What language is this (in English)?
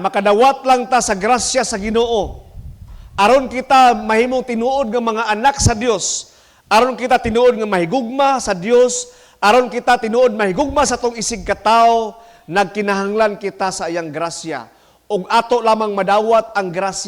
Cebuano